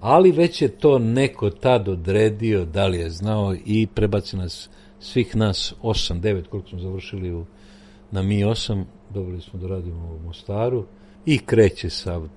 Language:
Serbian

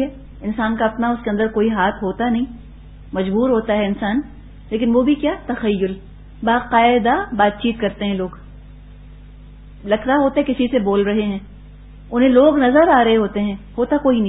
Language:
Urdu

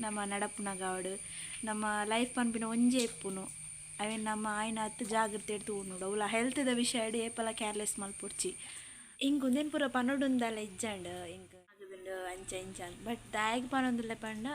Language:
Tulu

